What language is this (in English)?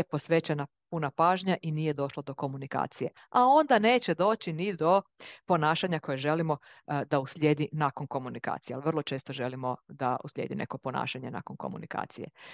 Croatian